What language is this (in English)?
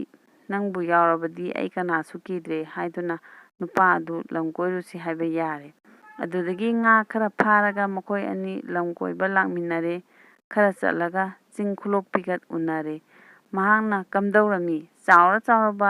Manipuri